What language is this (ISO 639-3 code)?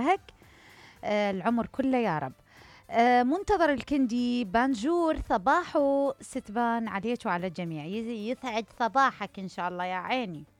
acm